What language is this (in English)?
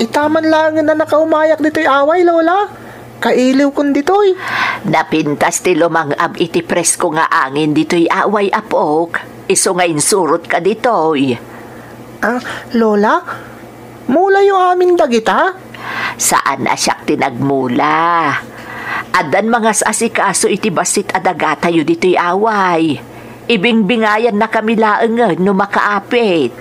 Iloko